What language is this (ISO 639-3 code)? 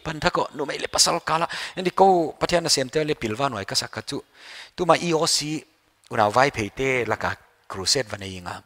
pck